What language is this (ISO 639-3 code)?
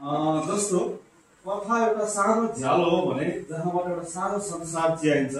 nep